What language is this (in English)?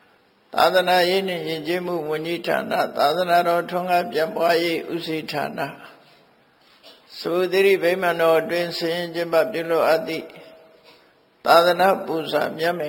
Burmese